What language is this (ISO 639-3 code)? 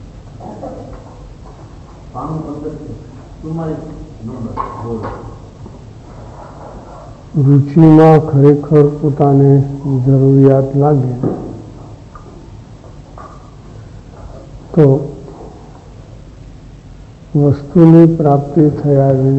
guj